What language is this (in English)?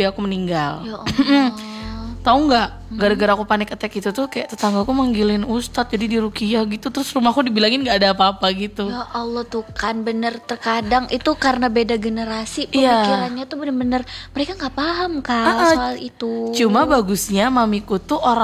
Indonesian